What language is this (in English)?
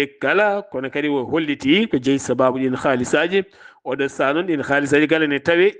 Fula